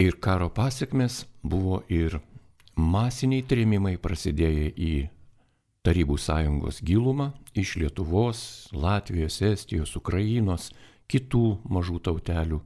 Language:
Lithuanian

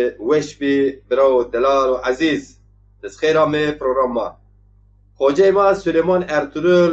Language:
Zaza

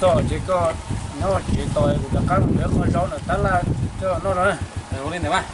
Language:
Hmong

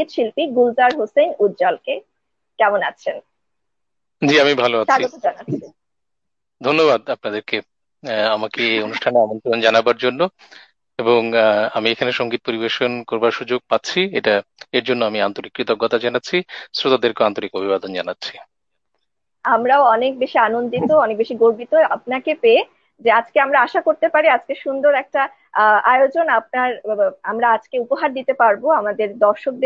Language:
Bangla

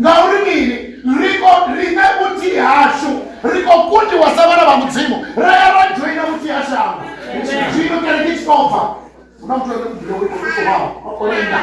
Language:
Venda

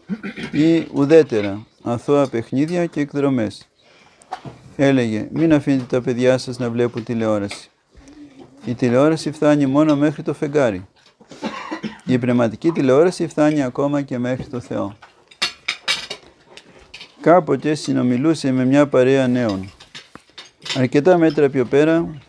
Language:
Greek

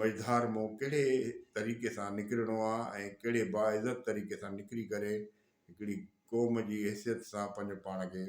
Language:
Sindhi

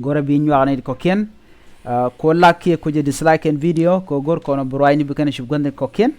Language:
Nuer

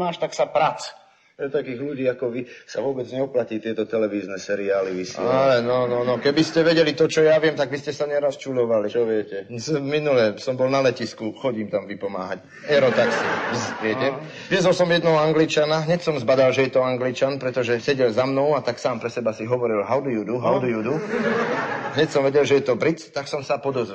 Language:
Slovak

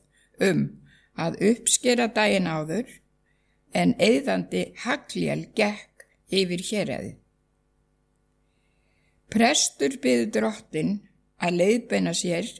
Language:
Icelandic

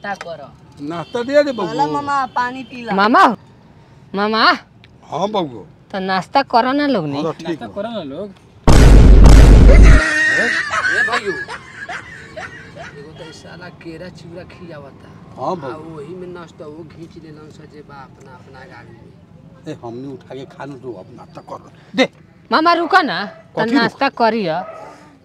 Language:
Bhojpuri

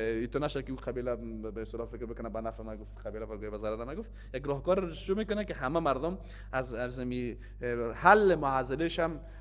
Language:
Persian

